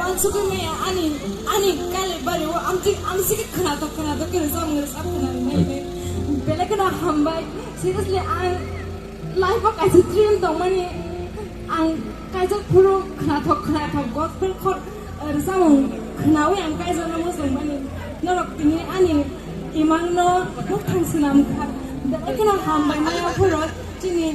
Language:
Kok Borok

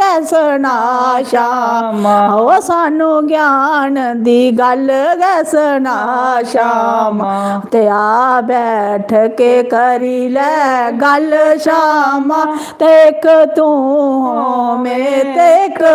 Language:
Dogri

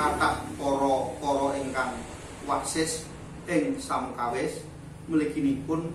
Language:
Javanese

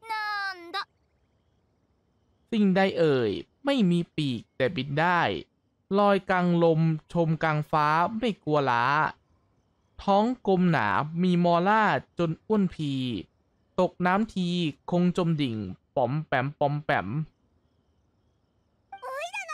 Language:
Thai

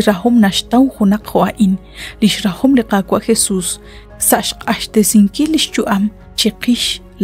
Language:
Kekchí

